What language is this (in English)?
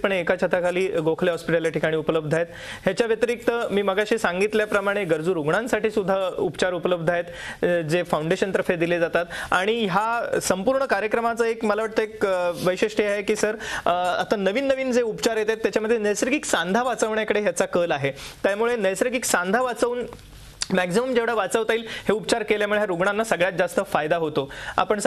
Marathi